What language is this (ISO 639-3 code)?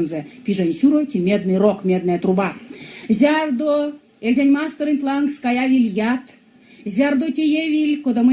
myv